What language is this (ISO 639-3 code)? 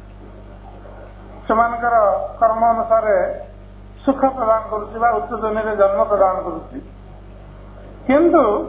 ori